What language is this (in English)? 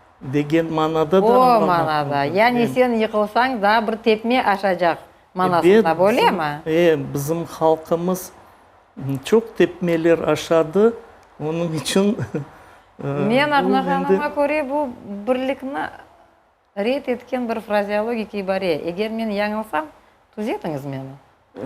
Crimean Tatar